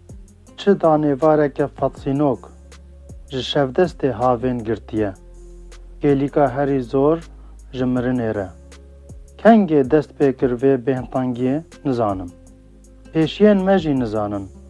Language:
Kurdish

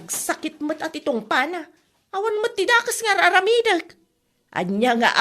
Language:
Iloko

